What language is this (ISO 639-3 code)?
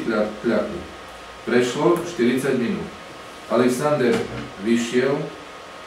slk